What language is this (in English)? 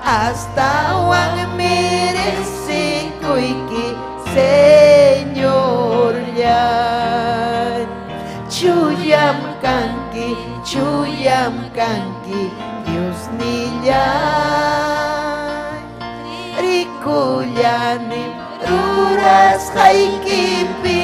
Ayacucho Quechua